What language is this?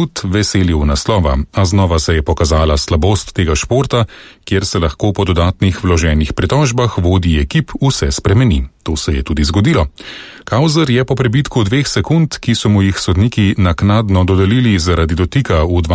Slovenian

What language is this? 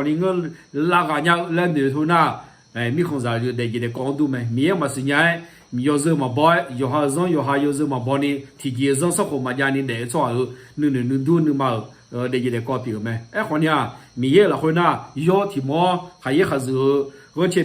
Akha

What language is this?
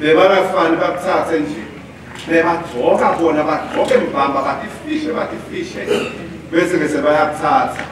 Swati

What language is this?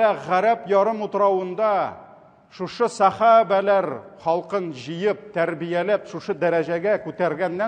Tatar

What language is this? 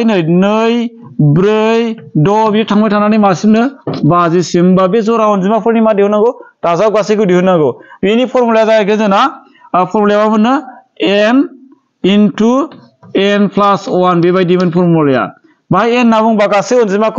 Bodo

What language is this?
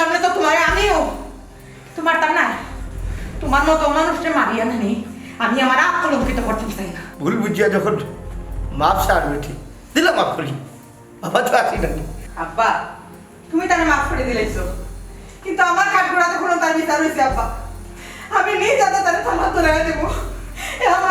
Sylheti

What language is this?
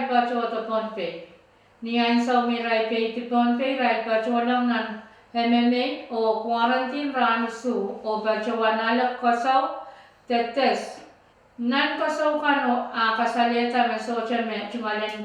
Pohnpeian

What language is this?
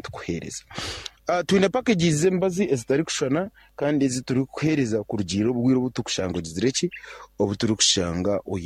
Nyankole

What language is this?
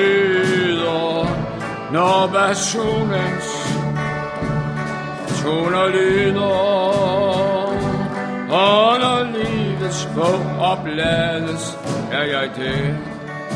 Danish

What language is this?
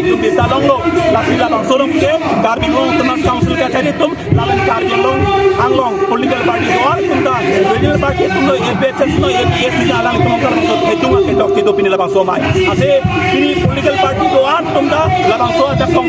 Karbi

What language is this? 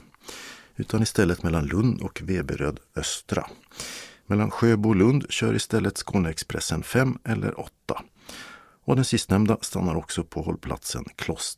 Swedish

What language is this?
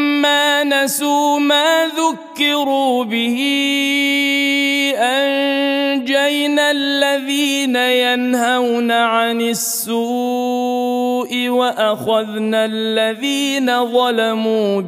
Arabic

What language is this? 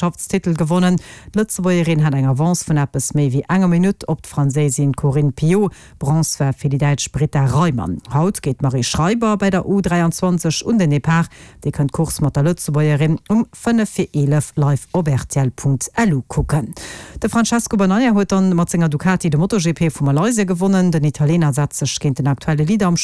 Luxembourgish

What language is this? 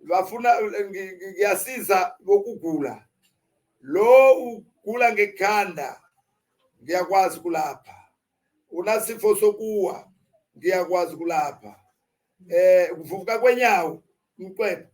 Zulu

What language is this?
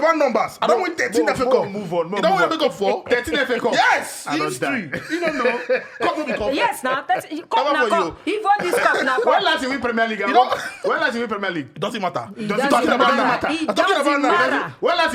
Nigerian Pidgin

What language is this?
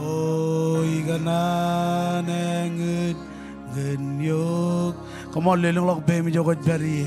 Marshallese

